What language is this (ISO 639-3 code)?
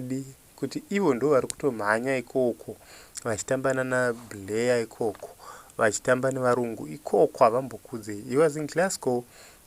sna